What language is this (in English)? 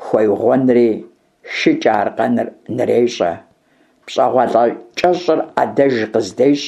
Kabardian